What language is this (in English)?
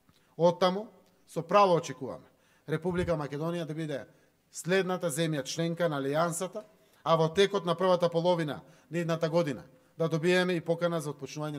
Macedonian